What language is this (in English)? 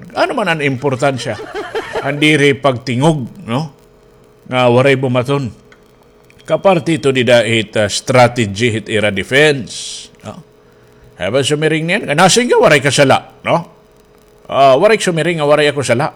Waray